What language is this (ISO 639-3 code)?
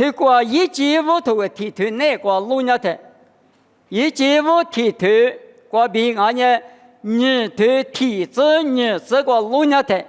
lis